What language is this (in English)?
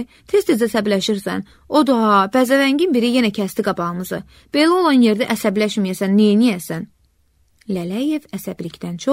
Azerbaijani